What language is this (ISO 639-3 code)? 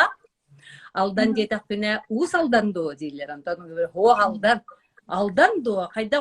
sah